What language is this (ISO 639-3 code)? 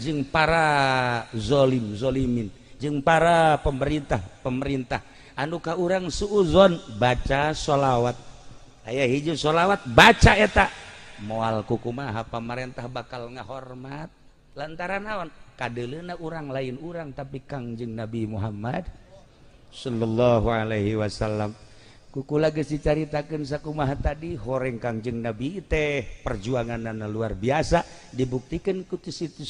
sun